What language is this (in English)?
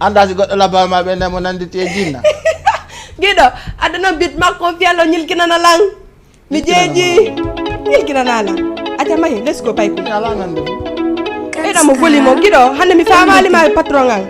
Fula